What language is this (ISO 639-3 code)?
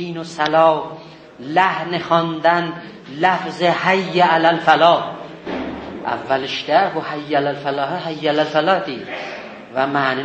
azb